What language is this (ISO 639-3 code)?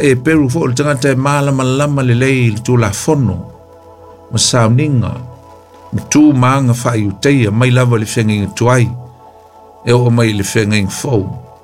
smo